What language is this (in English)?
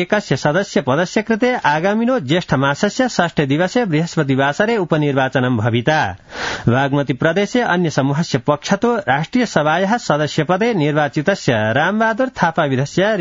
Sanskrit